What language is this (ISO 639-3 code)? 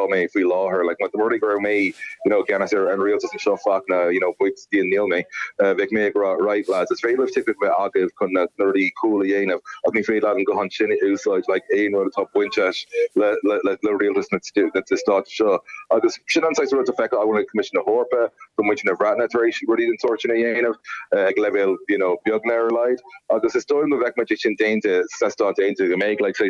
gle